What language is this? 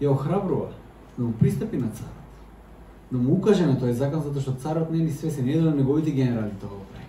Macedonian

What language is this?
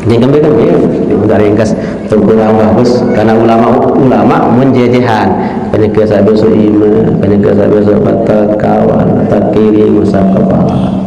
Sasak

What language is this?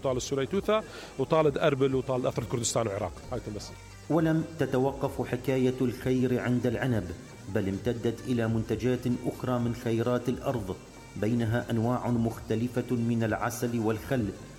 Mesopotamian Arabic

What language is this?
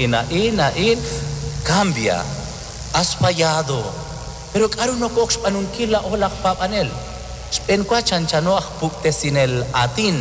Kekchí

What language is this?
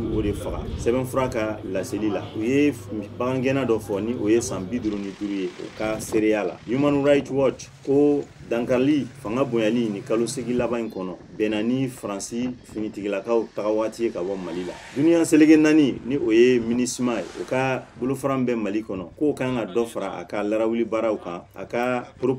Bambara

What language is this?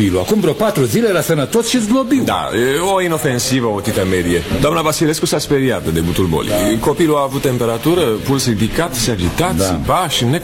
Romanian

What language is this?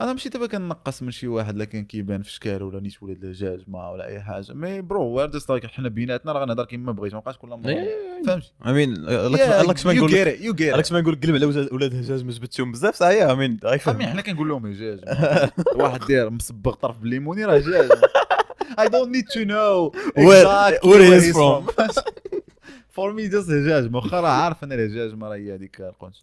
Moroccan Arabic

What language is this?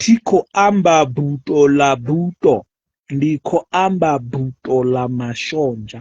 Venda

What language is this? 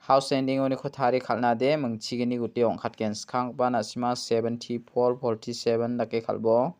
Garo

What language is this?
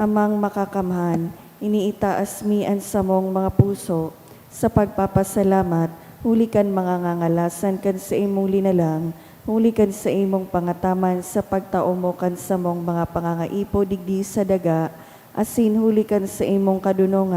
Bikol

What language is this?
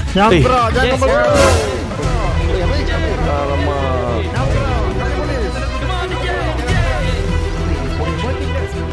Malay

